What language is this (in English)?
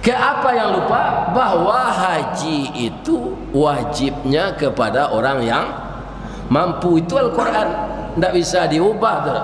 Minangkabau